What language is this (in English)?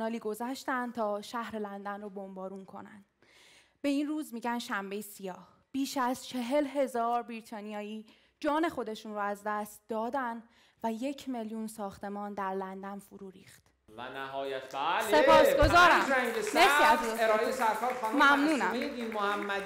Persian